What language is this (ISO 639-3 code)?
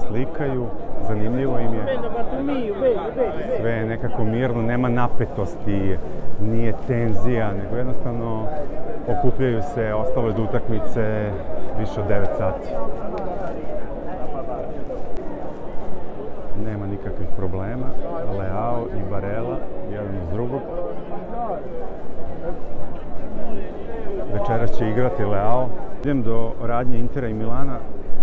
srp